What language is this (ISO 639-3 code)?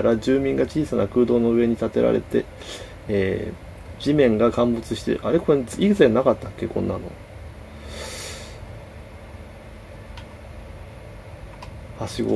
jpn